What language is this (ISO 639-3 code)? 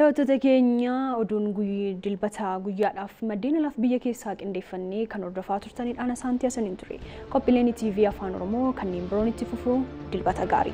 orm